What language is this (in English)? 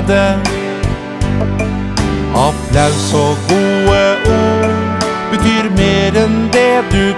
Norwegian